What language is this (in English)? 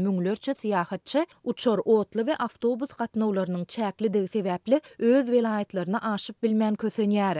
Turkmen